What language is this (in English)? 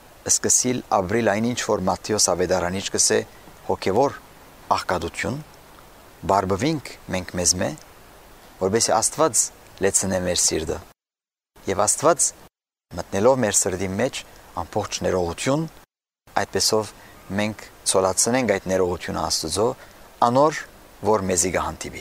Armenian